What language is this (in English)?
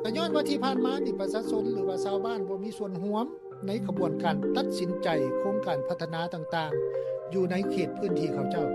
Lao